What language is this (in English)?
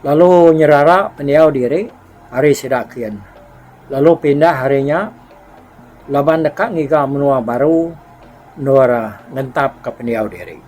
Iban